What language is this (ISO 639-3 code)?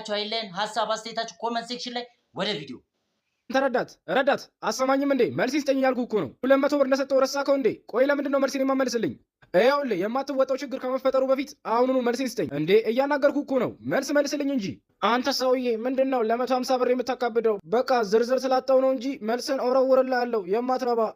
amh